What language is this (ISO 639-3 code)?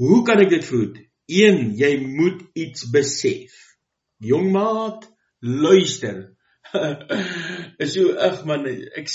afr